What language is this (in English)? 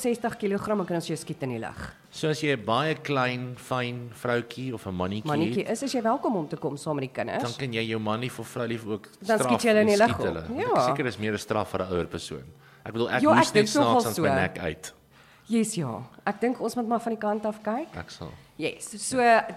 Afrikaans